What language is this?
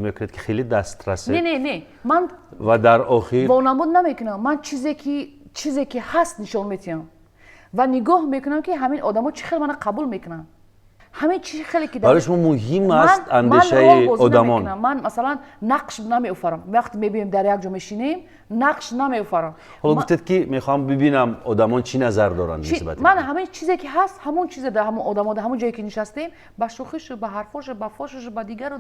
Tajik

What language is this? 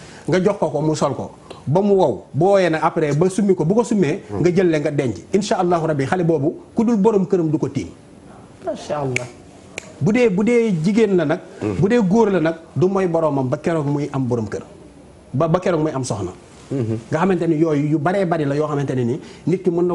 Wolof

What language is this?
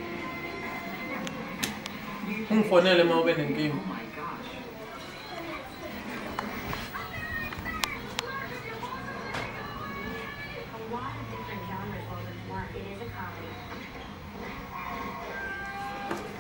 Zulu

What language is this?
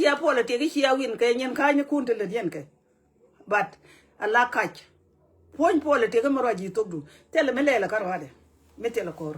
Nuer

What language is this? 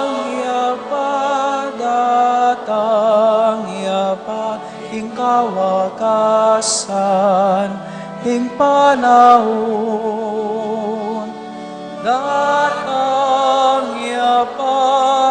Pampanga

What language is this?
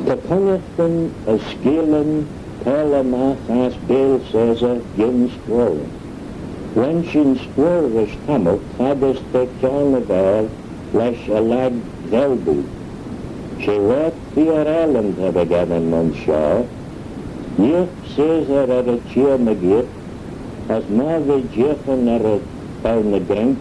Manx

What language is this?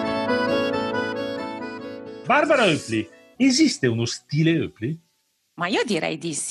Italian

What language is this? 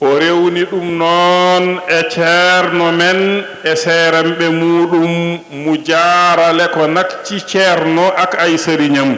Fula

